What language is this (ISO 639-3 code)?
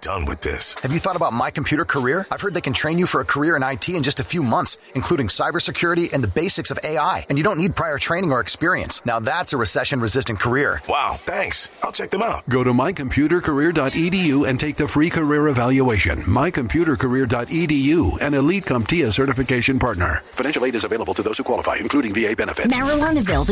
eng